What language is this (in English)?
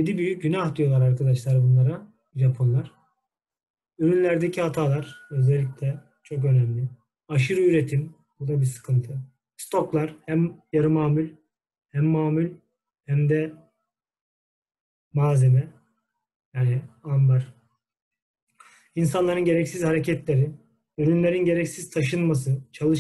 Turkish